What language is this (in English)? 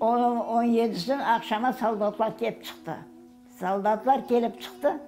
Crimean Tatar